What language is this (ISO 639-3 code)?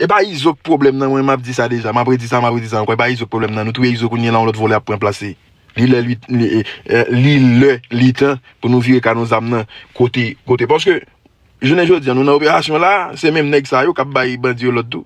hat